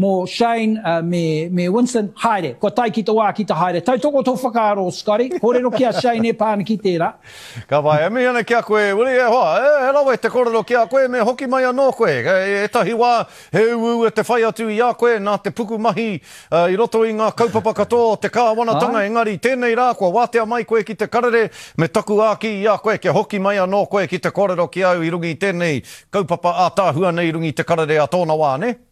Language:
Māori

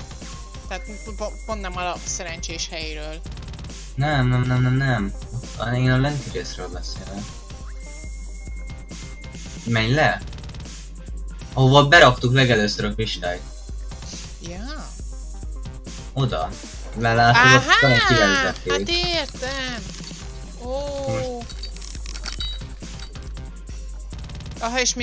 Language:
Hungarian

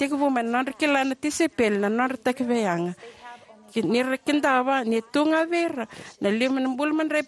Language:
Fijian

